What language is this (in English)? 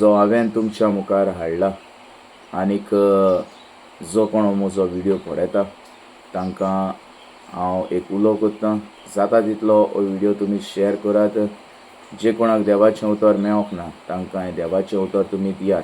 Konkani